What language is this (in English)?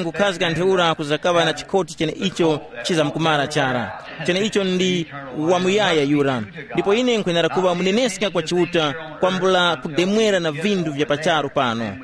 Tumbuka